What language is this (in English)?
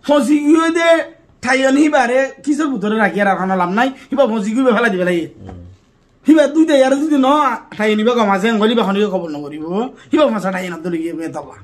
Rohingya